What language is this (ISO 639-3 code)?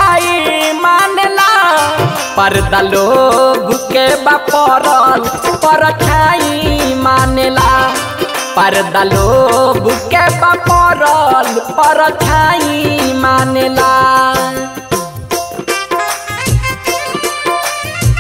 bho